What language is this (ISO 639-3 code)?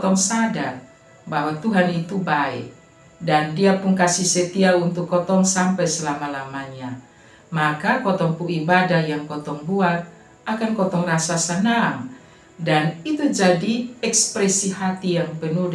mkn